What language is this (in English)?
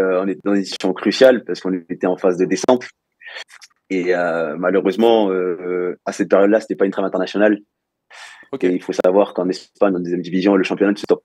French